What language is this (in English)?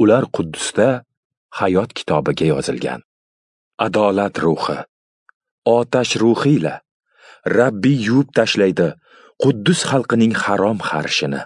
Uzbek